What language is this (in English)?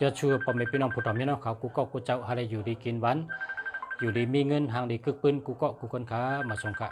Shan